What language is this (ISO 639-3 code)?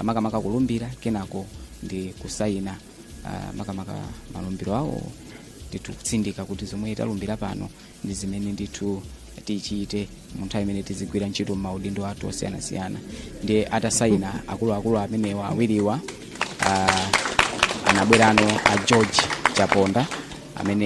nya